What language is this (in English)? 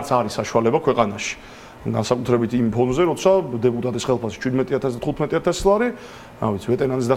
Georgian